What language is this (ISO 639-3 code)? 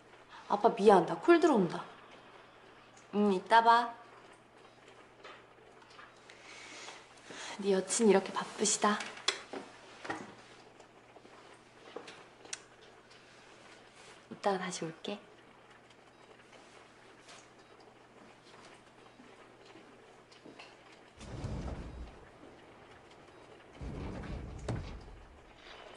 kor